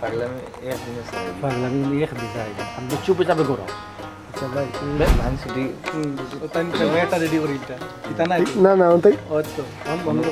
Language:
Sylheti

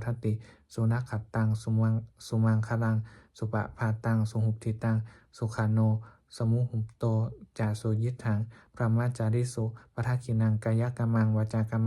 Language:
Pali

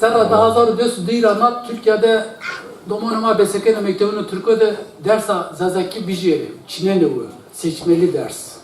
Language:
Zaza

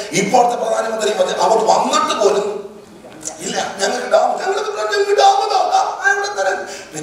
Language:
Malayalam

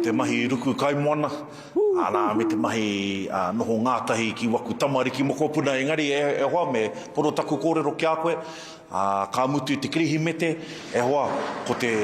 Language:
Māori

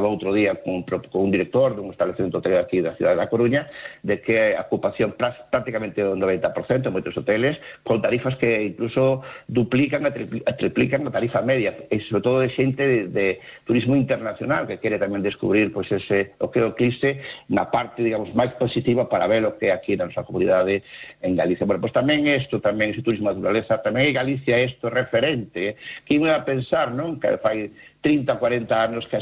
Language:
Galician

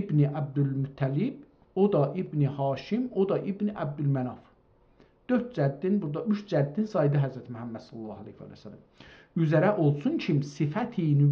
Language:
South Azerbaijani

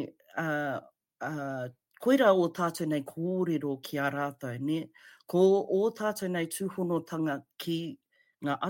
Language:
Māori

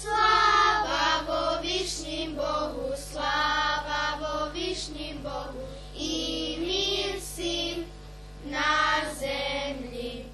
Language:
Rusyn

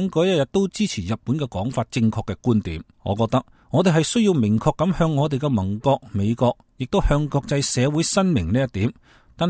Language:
Cantonese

